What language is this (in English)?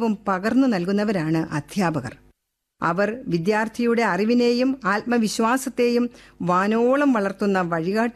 Malayalam